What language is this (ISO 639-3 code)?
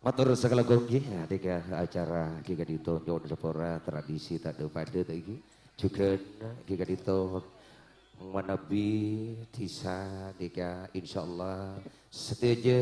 mad